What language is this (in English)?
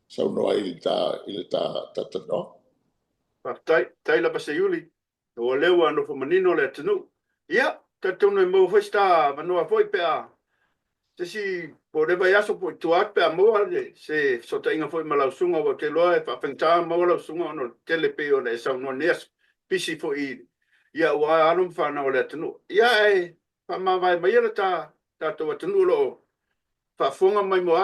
Samoan